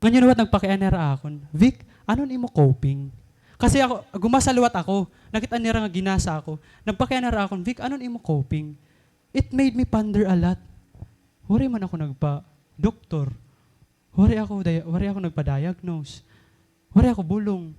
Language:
Waray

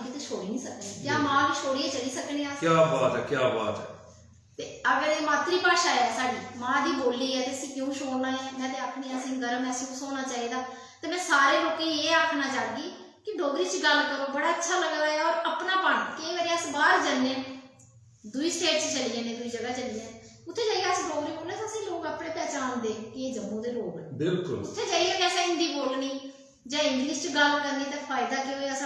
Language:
Dogri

